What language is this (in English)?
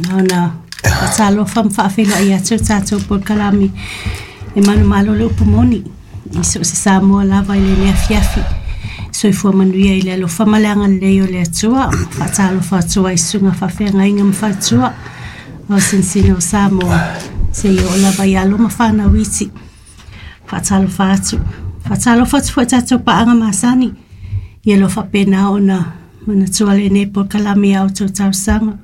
Samoan